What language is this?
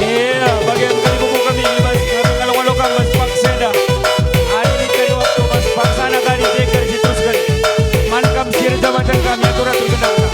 Batak Karo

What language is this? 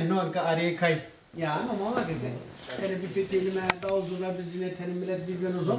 Zaza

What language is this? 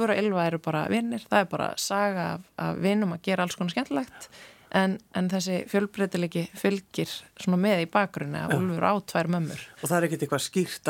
Icelandic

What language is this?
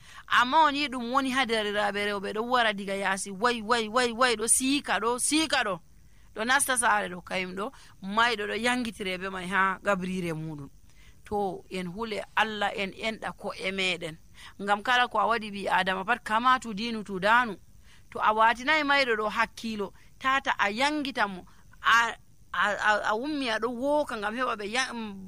Nigerian Fulfulde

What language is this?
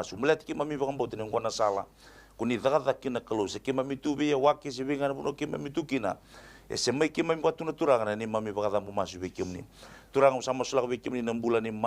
Fijian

